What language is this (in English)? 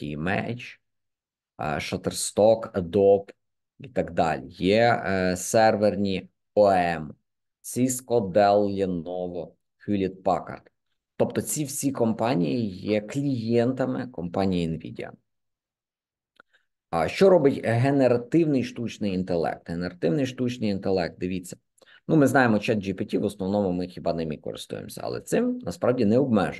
Ukrainian